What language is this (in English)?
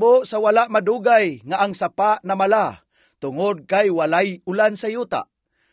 Cebuano